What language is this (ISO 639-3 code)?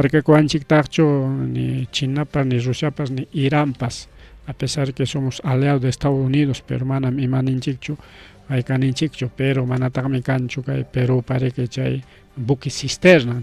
quy